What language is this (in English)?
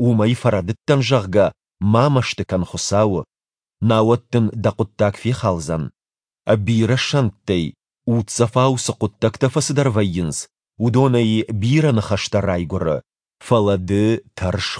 Ossetic